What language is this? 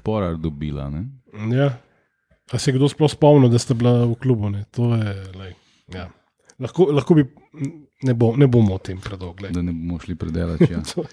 Slovenian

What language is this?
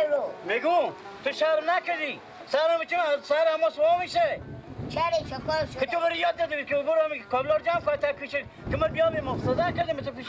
Persian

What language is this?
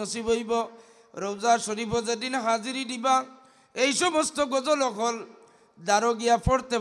Sylheti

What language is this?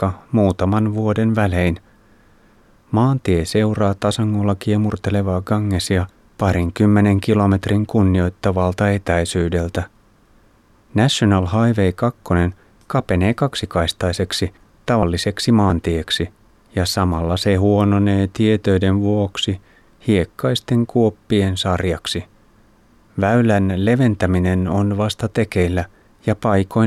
Finnish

